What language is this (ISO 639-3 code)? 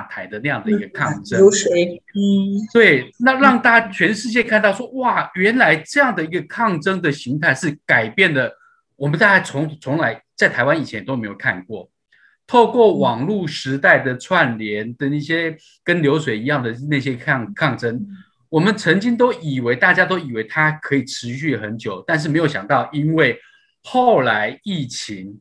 zho